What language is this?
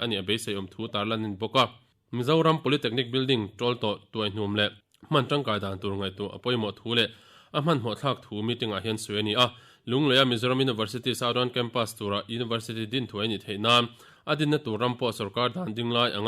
Mizo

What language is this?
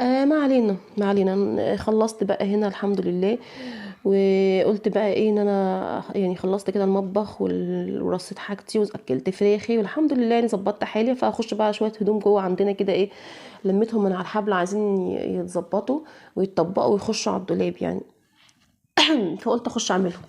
Egyptian Arabic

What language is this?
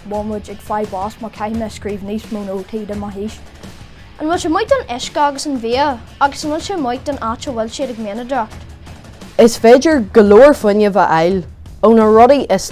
Irish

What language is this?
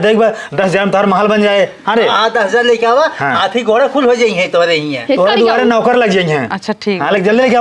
Awadhi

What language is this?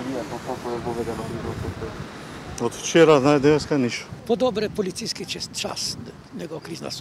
Macedonian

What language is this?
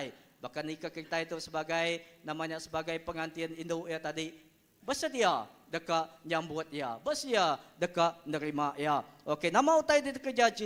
Iban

